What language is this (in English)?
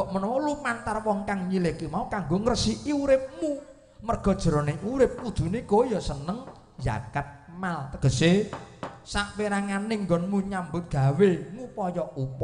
Javanese